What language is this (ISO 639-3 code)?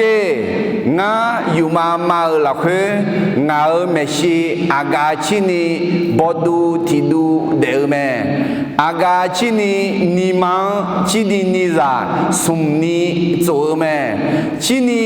ahk